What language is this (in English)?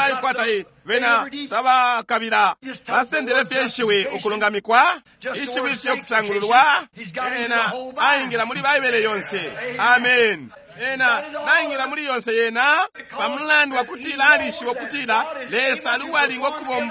Bemba